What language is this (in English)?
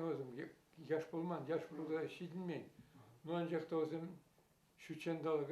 Chuvash